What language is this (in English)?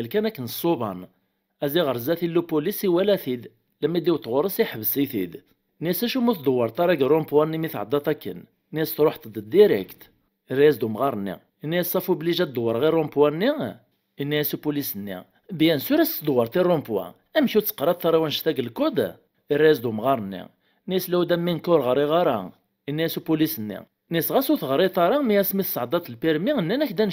Kabyle